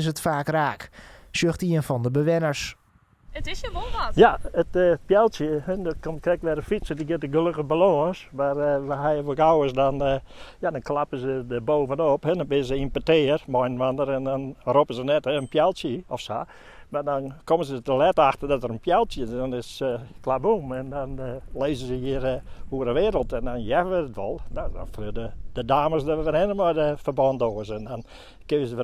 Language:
Western Frisian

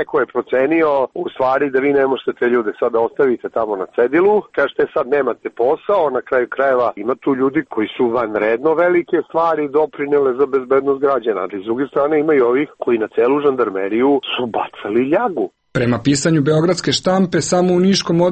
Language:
Serbian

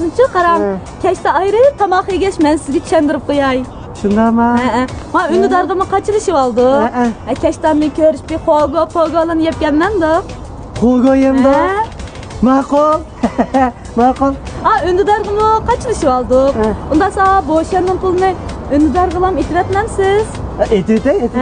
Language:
Uyghur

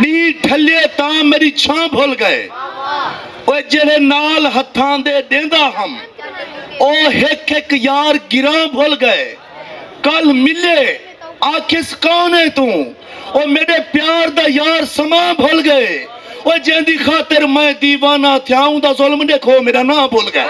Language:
Saraiki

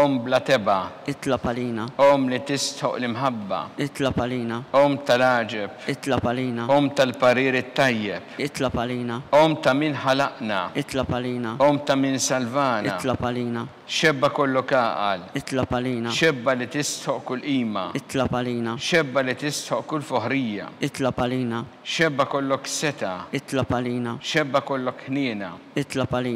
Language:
Maltese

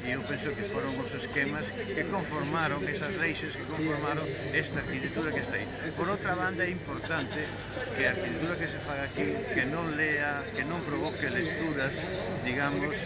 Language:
Galician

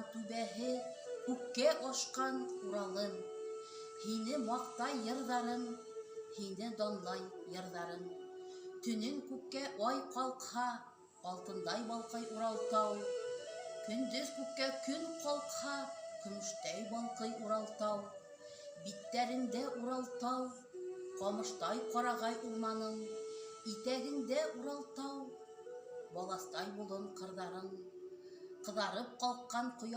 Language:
Bashkir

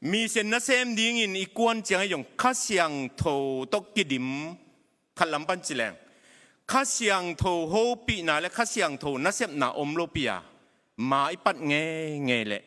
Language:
Tedim Chin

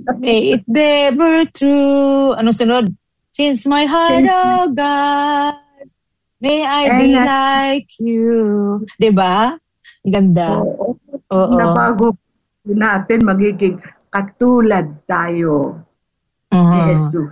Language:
Filipino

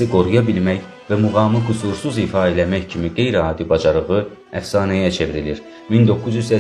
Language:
South Azerbaijani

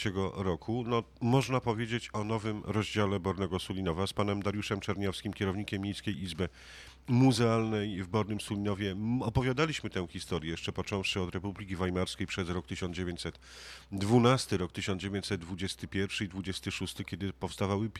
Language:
Polish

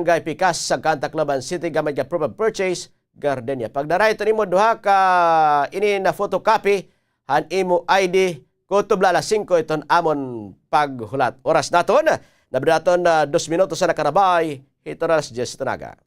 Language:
Waray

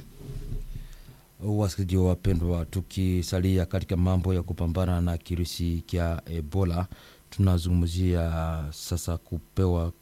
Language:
Swahili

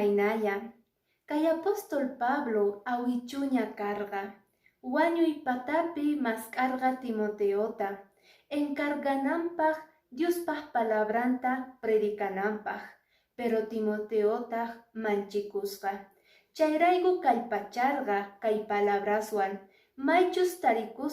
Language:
Quechua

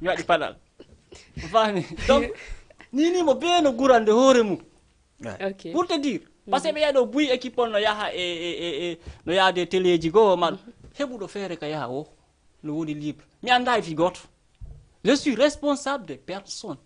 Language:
Fula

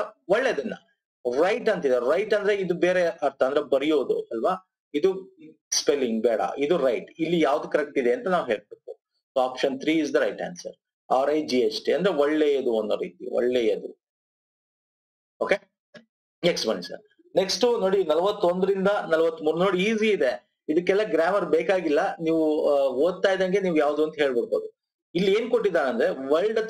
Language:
Kannada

